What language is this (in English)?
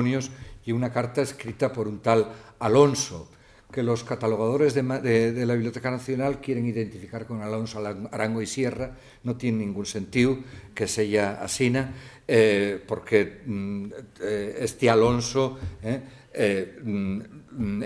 Asturian